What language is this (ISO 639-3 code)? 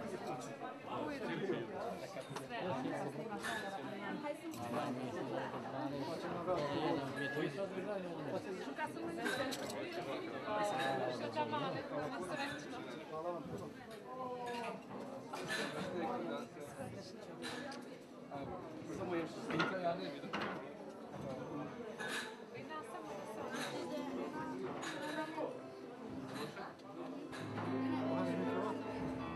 hrv